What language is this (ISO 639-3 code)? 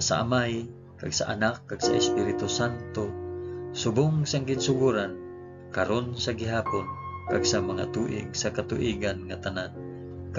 hil